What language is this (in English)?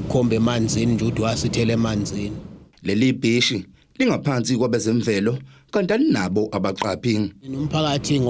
Zulu